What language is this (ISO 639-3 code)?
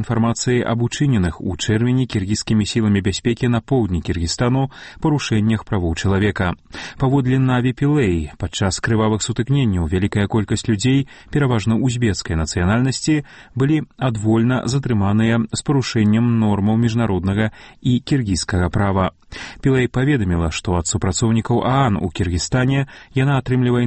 bel